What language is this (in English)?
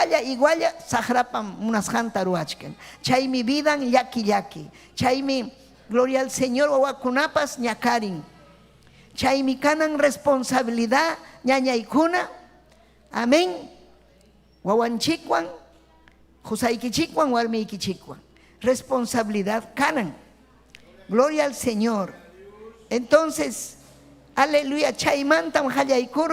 Ayacucho Quechua